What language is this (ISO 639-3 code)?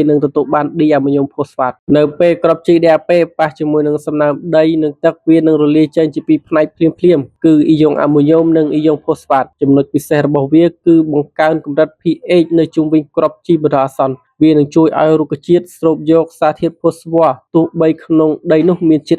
khm